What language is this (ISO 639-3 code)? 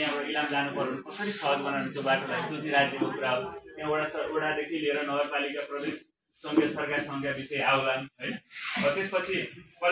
nep